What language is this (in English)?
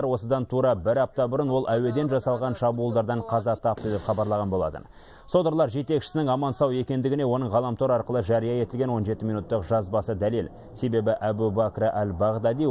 Kazakh